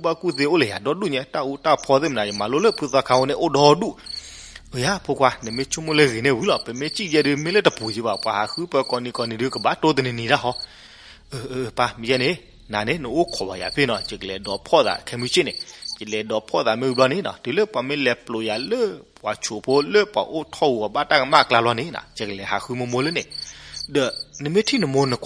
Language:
S'gaw Karen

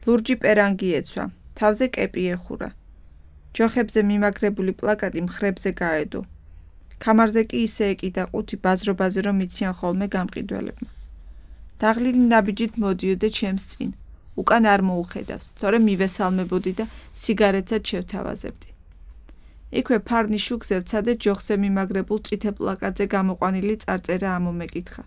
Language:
Georgian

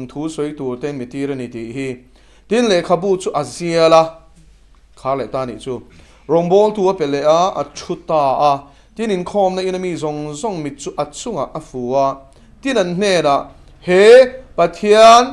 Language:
Mizo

